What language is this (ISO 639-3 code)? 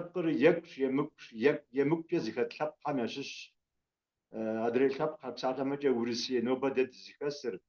kbd